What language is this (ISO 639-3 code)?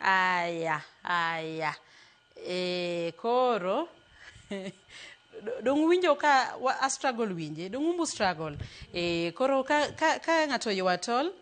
luo